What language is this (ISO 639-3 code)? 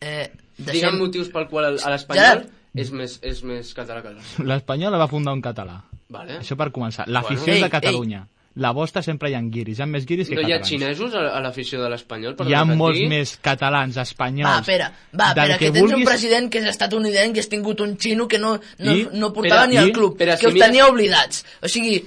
cat